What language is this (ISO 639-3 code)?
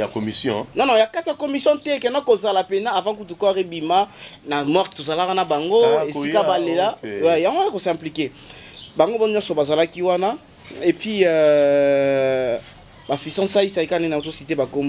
lin